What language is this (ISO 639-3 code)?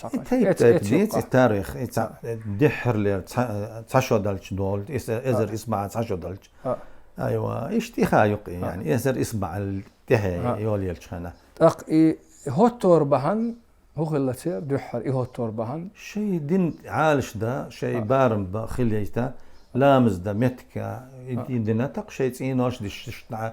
che